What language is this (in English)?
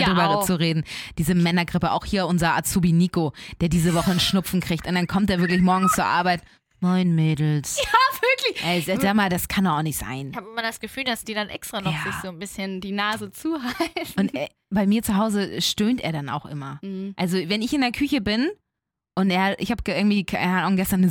German